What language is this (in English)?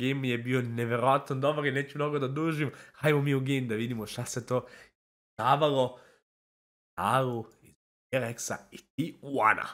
Serbian